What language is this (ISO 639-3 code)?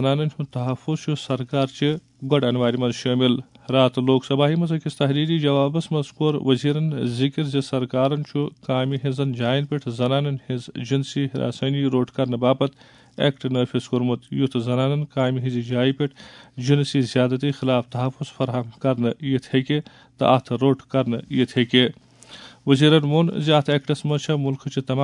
kas